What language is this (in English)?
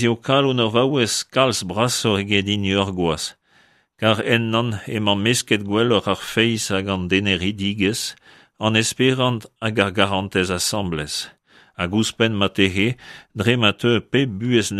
Breton